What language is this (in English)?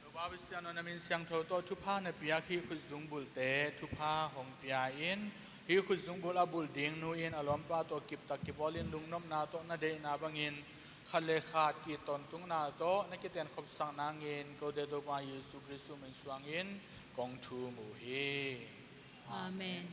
Tedim Chin